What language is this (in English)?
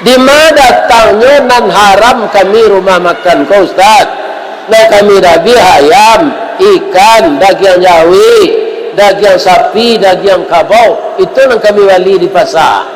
Minangkabau